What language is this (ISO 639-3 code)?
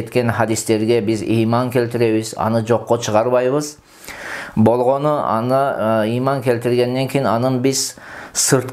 kir